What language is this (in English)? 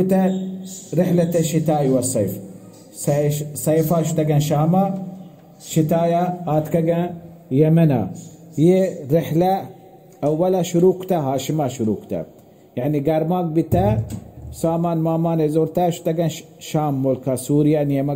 Baluchi